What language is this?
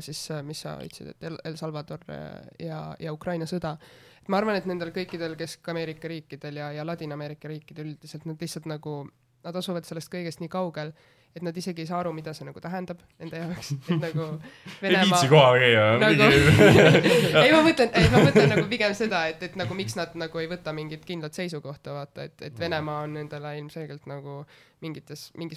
Estonian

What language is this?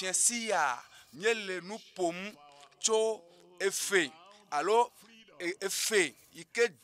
Ewe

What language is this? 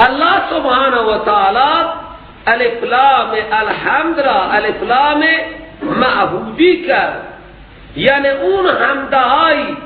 Persian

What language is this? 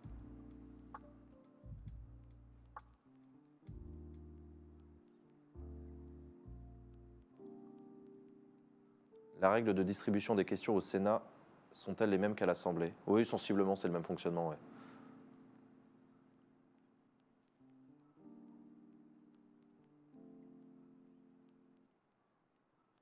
French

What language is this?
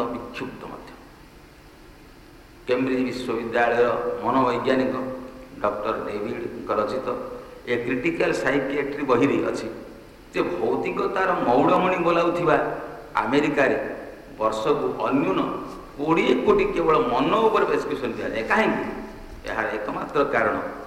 Odia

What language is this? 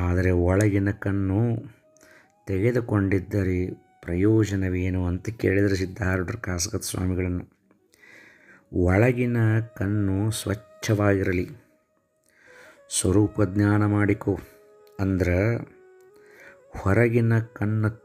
Kannada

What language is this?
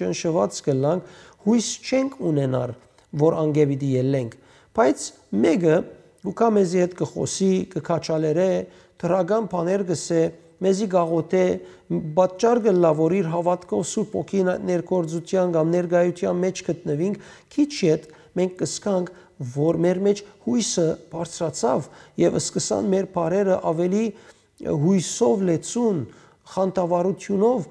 Western Armenian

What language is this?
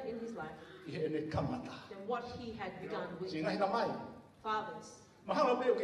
Tongan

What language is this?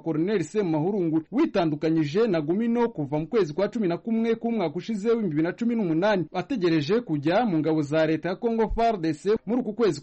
Kinyarwanda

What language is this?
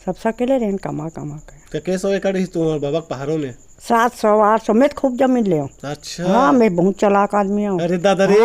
Chhattisgarhi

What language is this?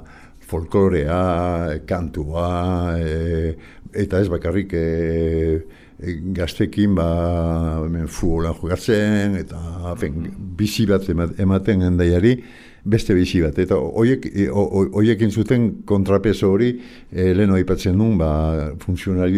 Basque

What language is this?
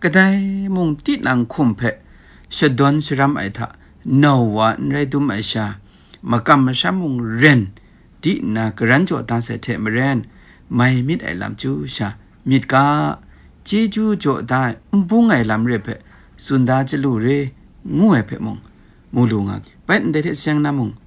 Kachin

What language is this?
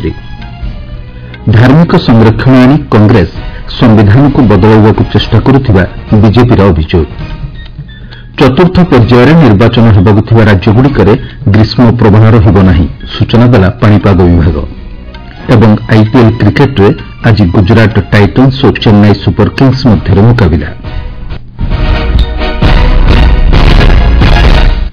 Odia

